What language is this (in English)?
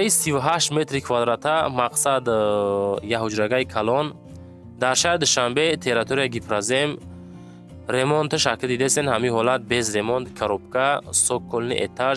Tajik